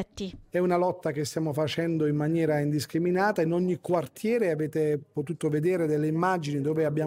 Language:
Italian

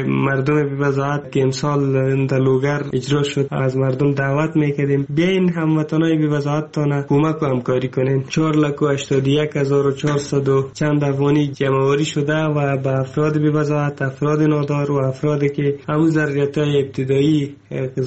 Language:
Persian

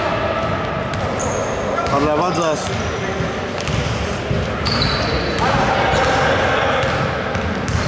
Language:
Greek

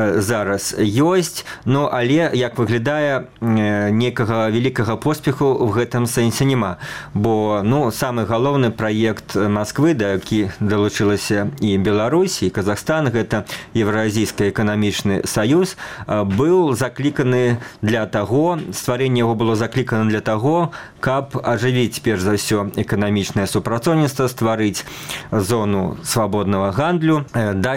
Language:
Belarusian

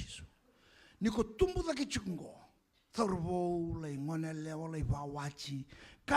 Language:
Fijian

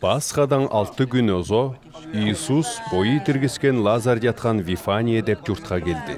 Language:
Southern Altai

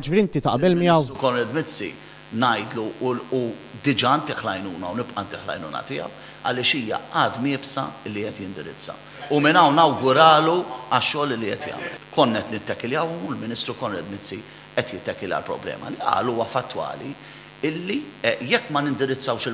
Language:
Maltese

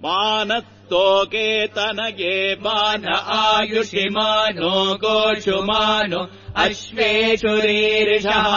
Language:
Sanskrit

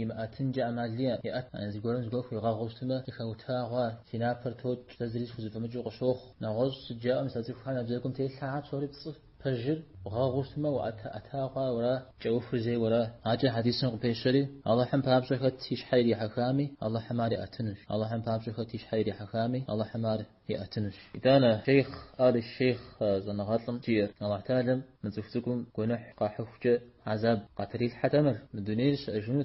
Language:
Kabardian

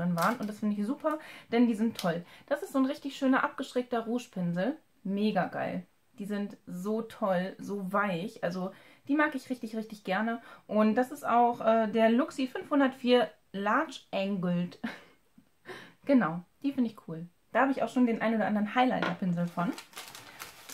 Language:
German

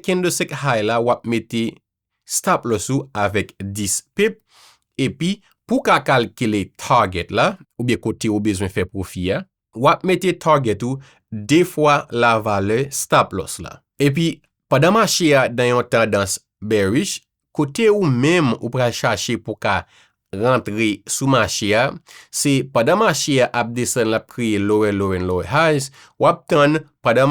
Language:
Haitian Creole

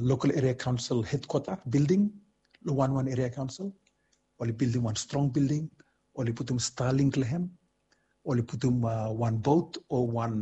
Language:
Bislama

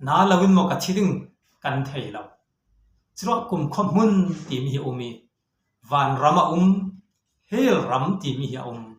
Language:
Falam Chin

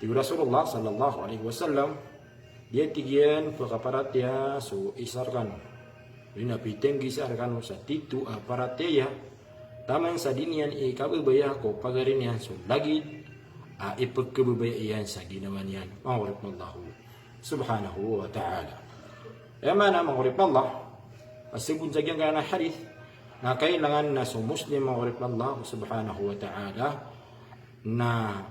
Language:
Maranao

